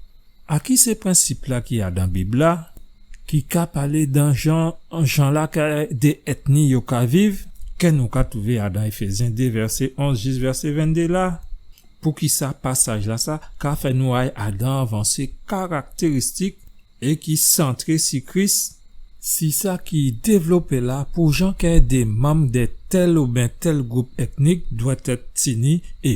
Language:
Guadeloupean Creole French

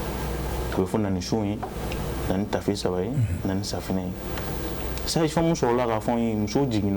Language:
Bambara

